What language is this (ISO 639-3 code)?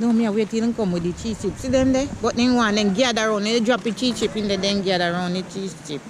jam